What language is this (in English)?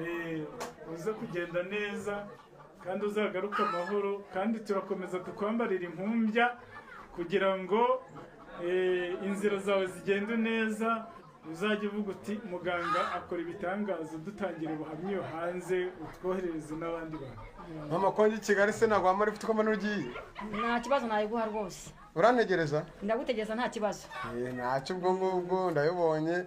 Kinyarwanda